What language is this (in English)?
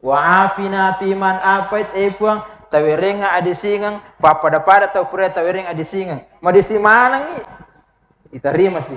Buginese